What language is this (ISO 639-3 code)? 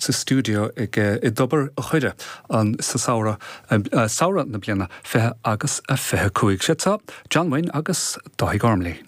gle